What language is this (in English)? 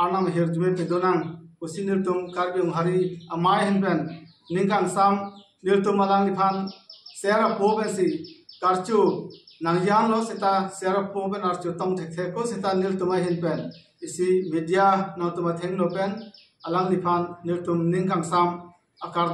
Karbi